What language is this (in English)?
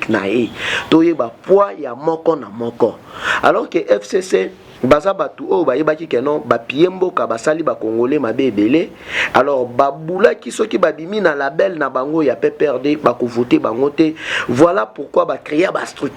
Lingala